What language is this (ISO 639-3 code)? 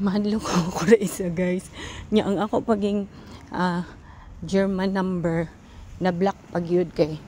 ceb